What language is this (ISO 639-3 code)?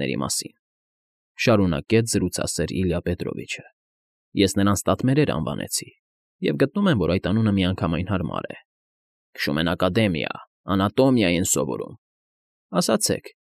hye